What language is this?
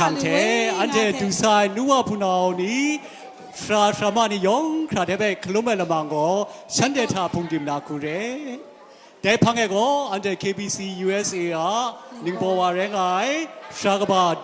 Kachin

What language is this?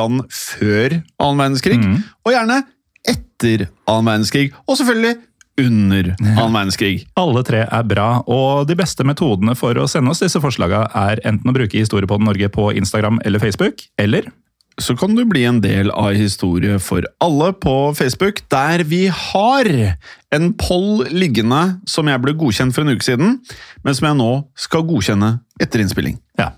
Norwegian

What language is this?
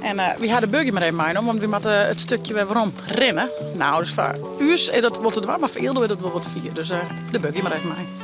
Western Frisian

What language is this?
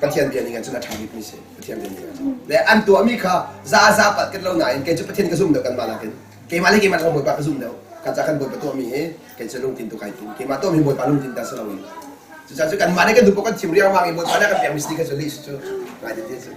Hakha Chin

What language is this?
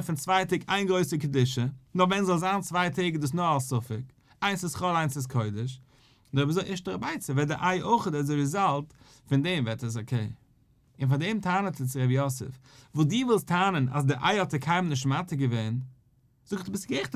Yiddish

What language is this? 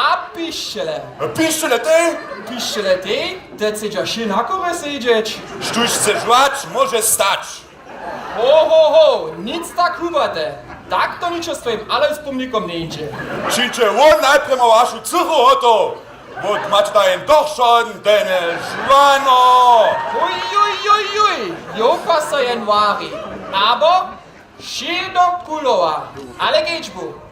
Upper Sorbian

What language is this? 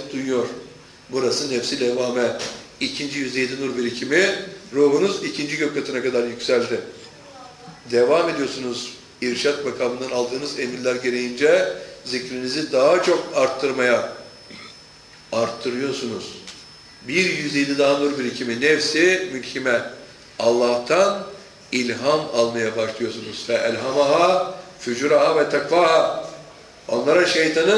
Turkish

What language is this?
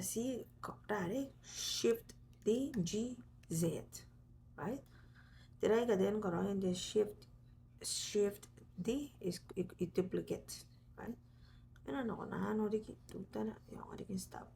Gilbertese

